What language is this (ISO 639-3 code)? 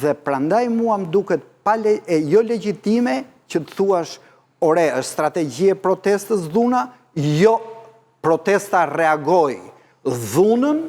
sqi